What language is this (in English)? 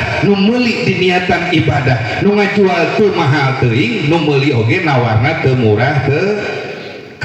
Sundanese